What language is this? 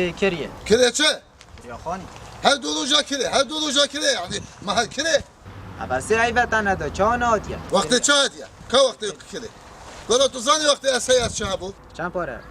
Kurdish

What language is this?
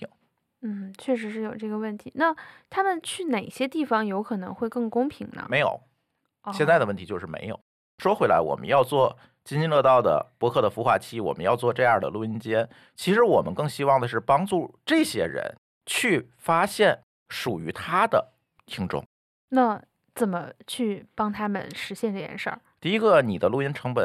Chinese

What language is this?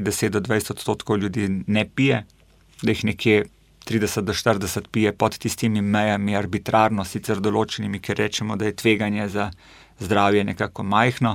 Slovenian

